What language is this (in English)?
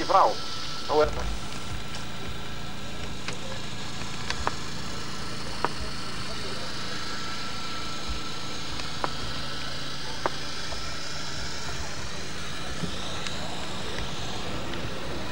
Icelandic